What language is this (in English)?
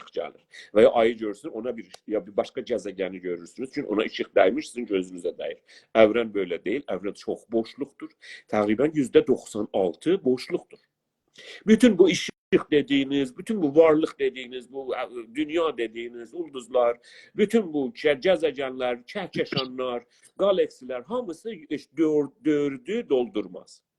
South Azerbaijani